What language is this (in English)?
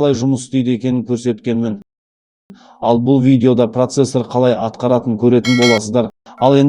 Kazakh